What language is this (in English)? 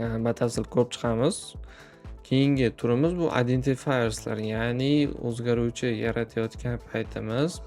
Uzbek